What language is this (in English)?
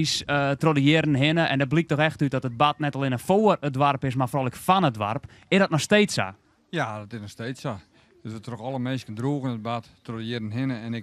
Western Frisian